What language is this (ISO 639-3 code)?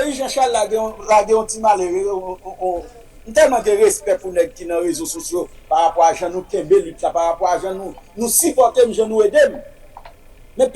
hat